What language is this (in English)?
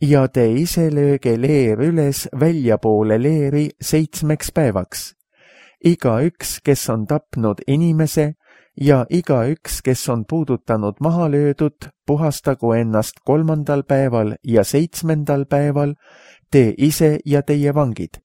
Estonian